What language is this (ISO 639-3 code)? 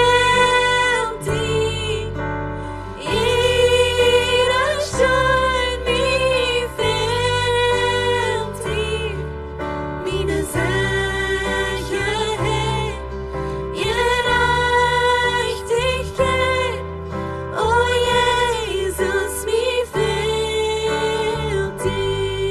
pdt